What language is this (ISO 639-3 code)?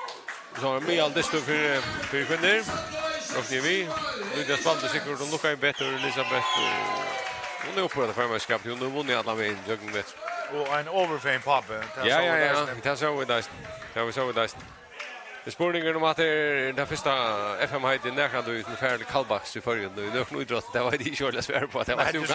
fao